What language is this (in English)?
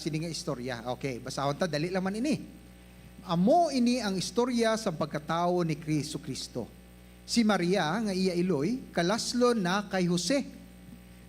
Hiligaynon